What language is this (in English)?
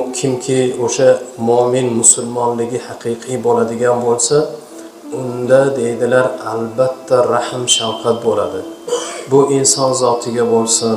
Uzbek